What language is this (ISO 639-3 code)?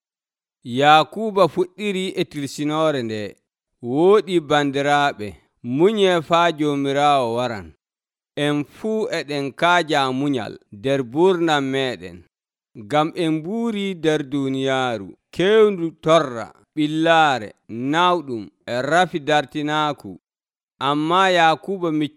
fuv